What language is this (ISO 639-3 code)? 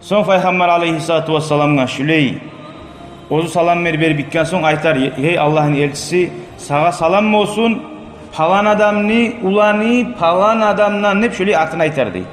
kum